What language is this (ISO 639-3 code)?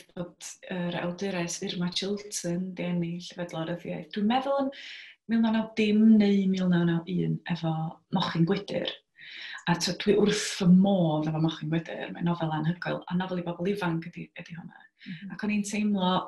cym